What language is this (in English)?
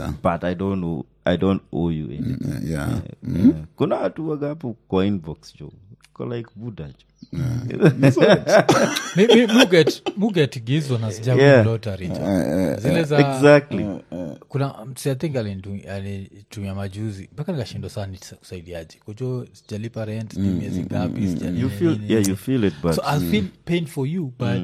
Swahili